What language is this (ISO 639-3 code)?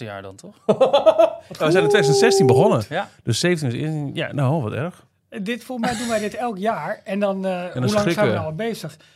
nld